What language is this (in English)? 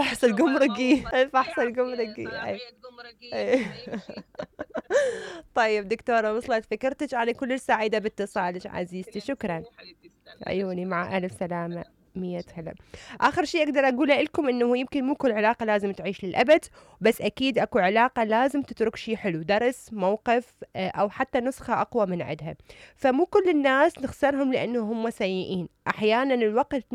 Mesopotamian Arabic